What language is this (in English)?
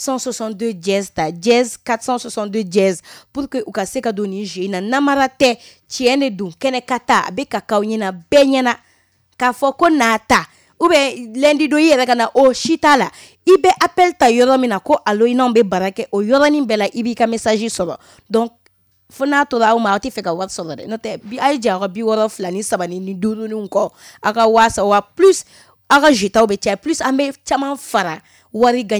Bambara